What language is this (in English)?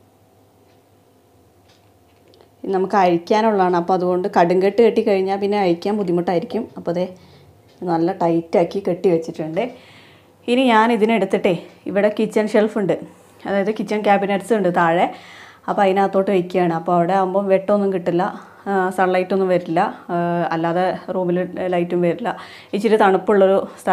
Malayalam